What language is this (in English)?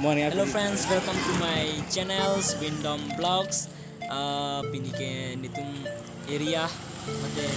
Karbi